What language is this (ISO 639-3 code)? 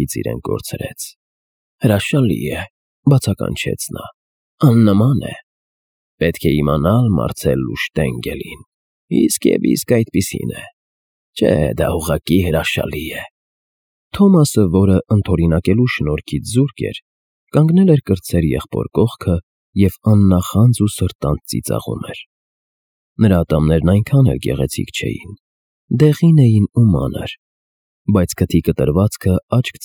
hye